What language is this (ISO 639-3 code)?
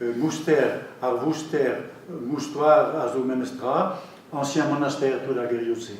bre